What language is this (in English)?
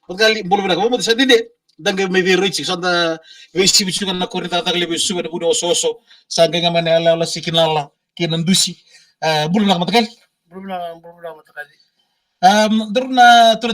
Fijian